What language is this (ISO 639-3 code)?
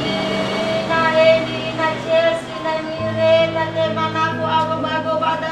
nia